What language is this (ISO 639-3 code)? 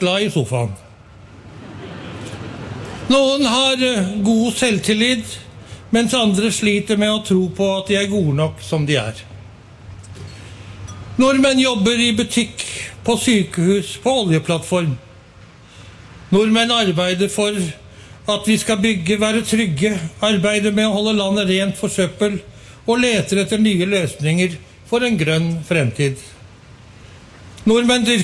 nor